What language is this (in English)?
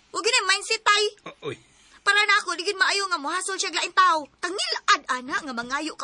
Cebuano